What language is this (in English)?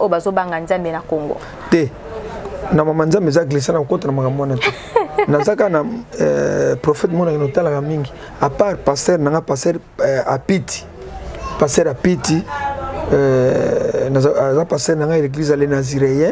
Lingala